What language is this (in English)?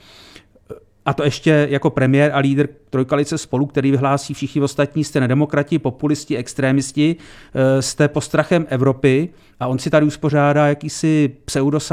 Czech